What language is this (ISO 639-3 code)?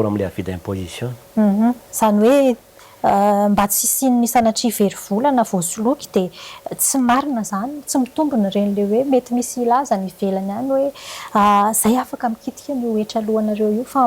mlg